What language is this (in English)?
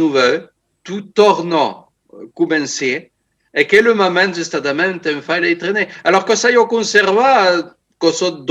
Occitan